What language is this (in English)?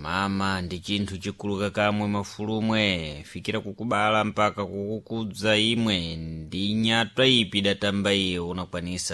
Sena